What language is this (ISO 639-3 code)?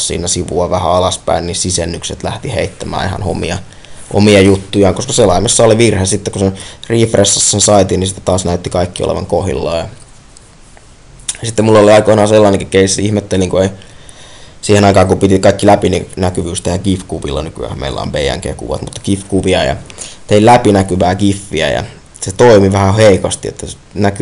fin